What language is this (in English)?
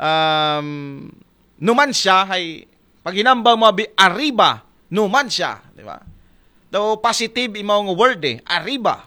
Aklanon